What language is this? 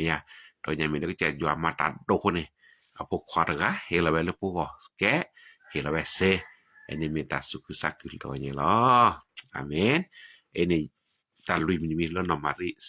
S'gaw Karen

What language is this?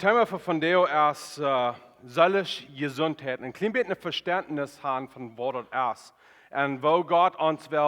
Plautdietsch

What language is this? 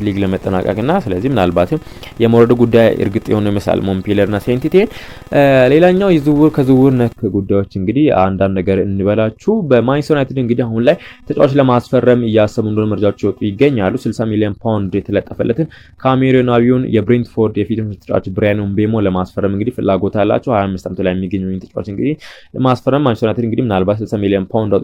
Amharic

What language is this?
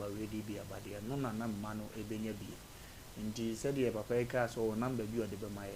Akan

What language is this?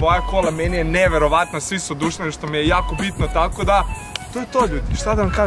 Serbian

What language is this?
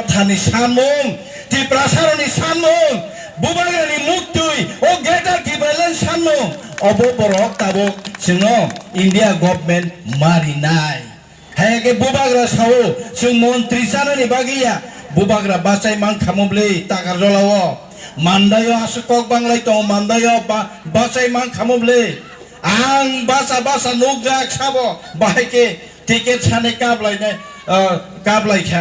Kok Borok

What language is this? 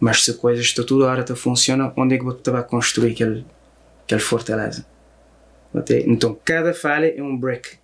Kabuverdianu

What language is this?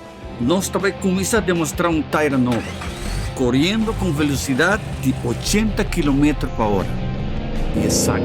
Papiamento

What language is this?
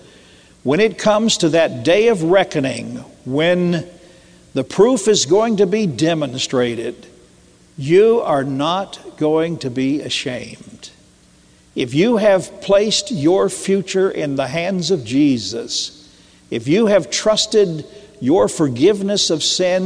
English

